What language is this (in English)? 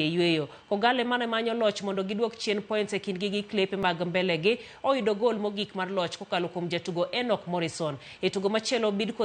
Luo (Kenya and Tanzania)